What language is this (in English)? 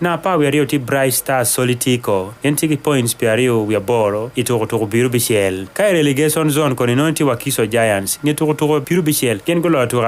Acoli